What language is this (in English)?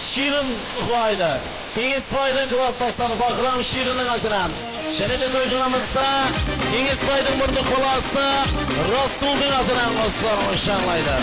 Kara-Kalpak